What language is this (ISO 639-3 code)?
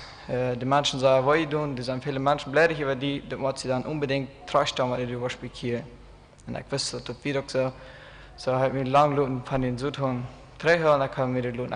pdt